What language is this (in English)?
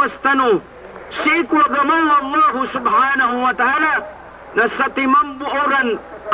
Maranao